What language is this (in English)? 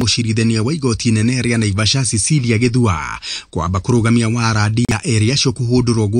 Kikuyu